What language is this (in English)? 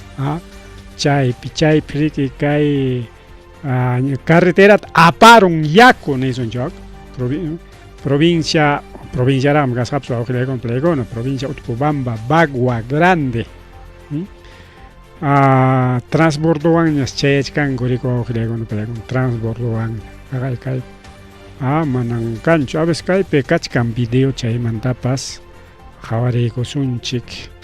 Ayacucho Quechua